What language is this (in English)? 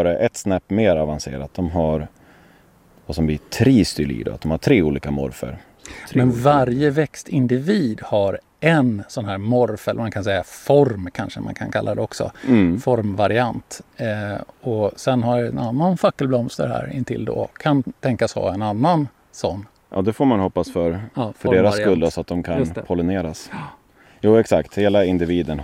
Swedish